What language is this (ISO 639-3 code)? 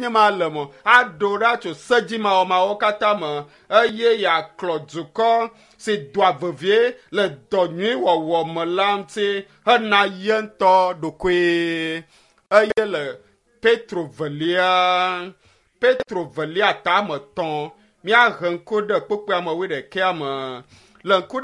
ewe